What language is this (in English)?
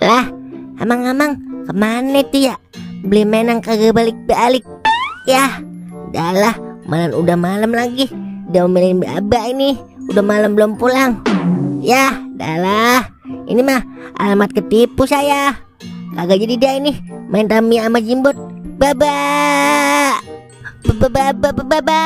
Betawi